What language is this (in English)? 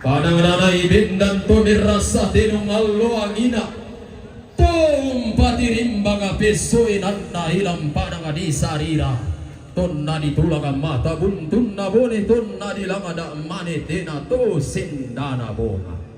Toraja-Sa'dan